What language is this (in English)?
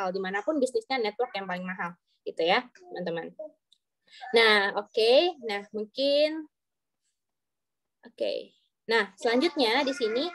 Indonesian